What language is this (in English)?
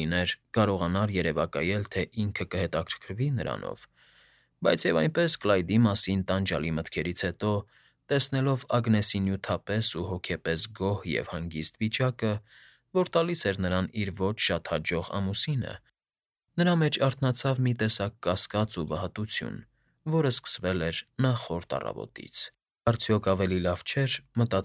Armenian